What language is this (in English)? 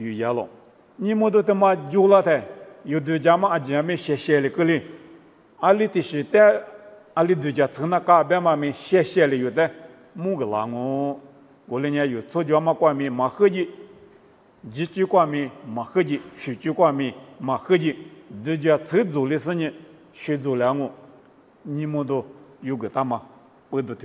Lisu